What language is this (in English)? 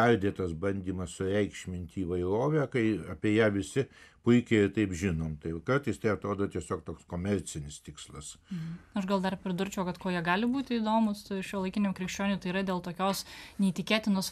Lithuanian